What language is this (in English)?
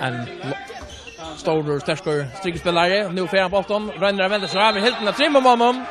Faroese